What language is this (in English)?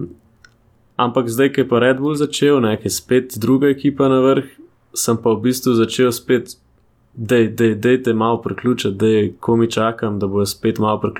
Slovenian